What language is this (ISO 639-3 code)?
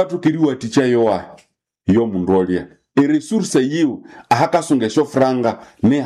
nnb